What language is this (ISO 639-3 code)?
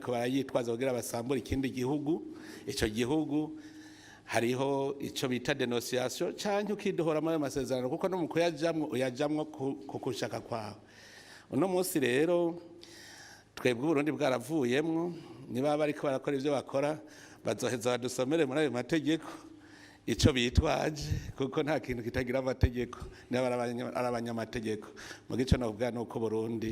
run